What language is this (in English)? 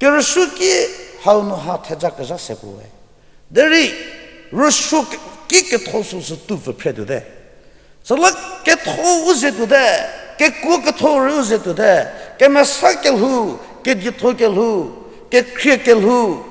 Angami Naga